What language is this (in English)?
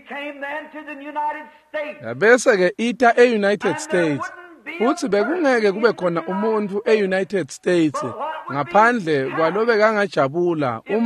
Swati